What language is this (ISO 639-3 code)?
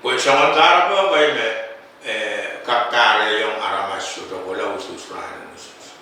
pon